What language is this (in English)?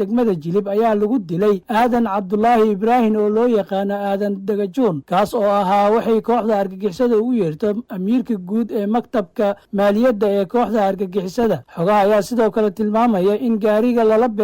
Somali